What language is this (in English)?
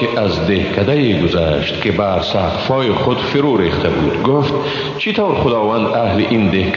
Persian